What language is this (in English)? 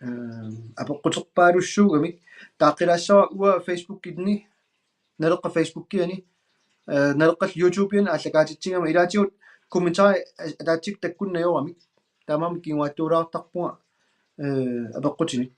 Kalaallisut